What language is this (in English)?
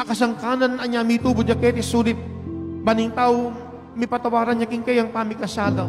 Pampanga